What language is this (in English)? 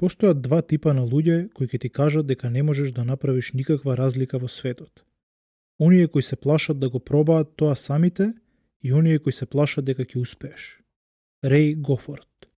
Macedonian